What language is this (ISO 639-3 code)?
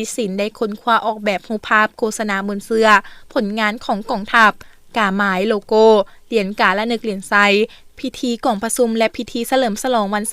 lao